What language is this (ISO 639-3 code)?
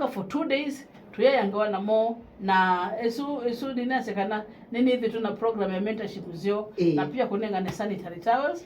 kam